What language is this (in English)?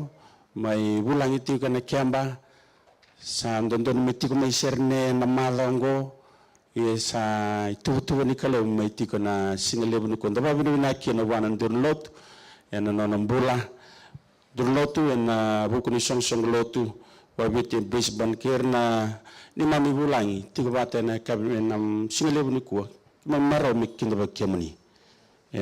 Fijian